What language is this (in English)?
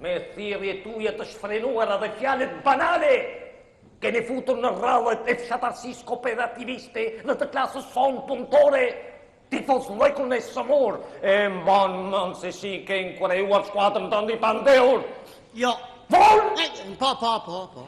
Albanian